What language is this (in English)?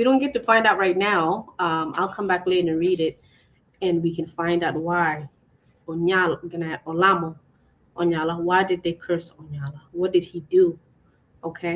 Acoli